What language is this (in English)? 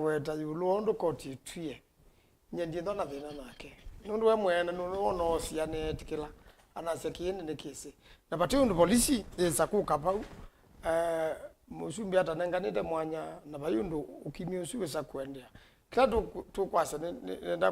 Kamba